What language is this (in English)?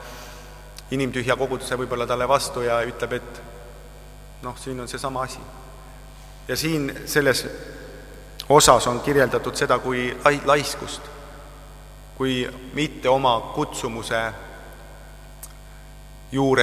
Estonian